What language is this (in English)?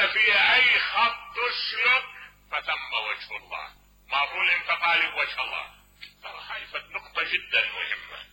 Mesopotamian Arabic